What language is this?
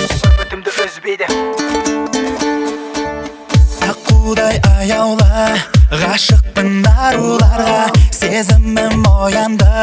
Kazakh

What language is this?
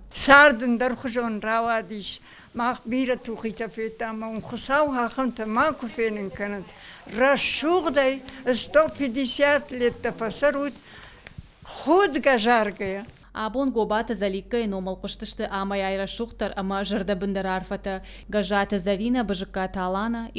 Ossetic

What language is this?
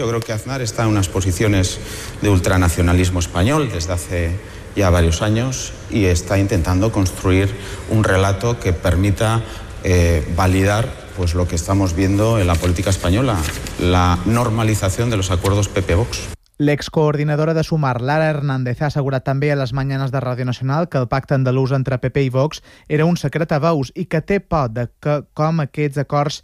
Catalan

